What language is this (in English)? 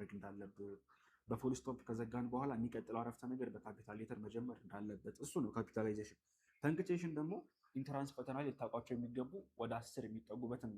Amharic